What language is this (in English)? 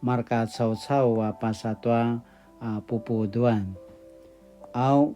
Paiwan